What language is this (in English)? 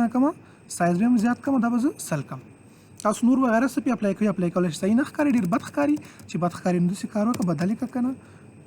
Pashto